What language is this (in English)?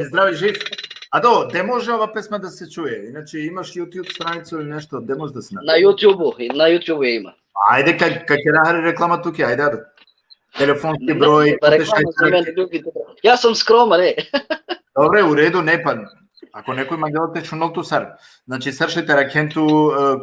Balkan Romani